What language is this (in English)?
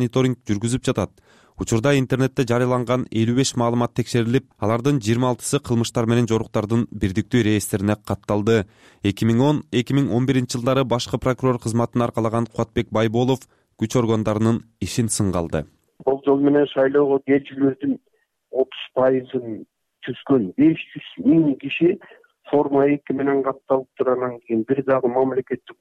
Kyrgyz